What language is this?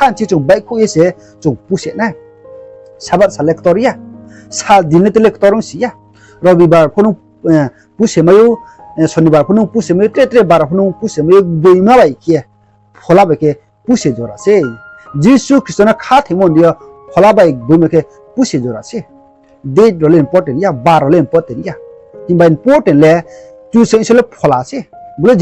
Riang (India)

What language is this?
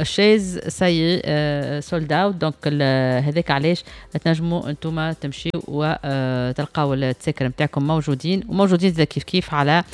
Tunisian Arabic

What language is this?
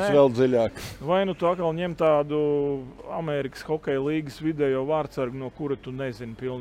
Latvian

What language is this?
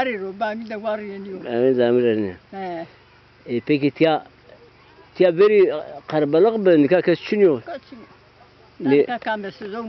Zaza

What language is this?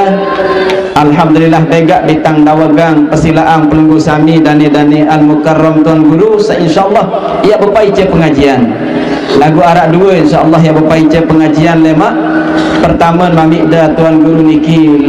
Sasak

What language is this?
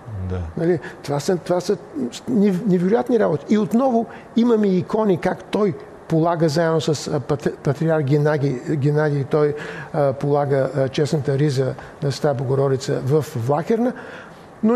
Bulgarian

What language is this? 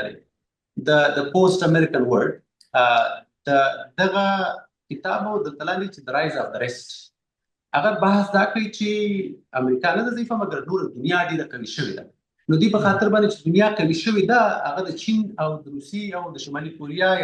Pashto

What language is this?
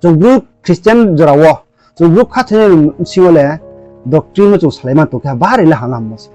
Riang (India)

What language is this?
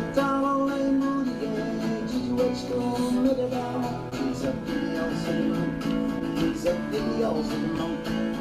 Mi'kmaw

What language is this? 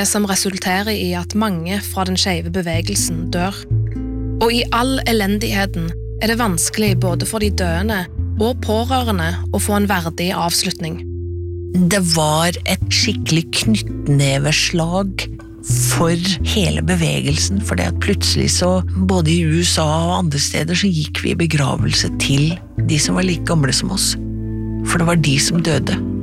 Norwegian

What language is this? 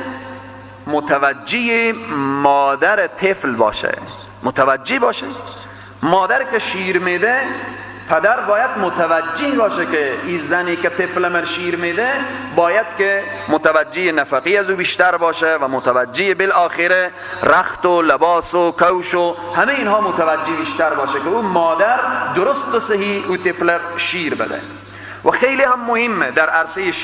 Persian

